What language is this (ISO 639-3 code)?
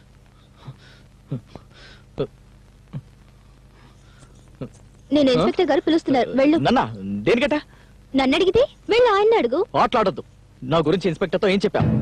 tel